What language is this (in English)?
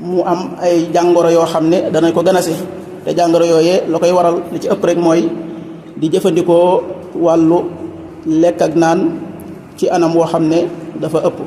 Wolof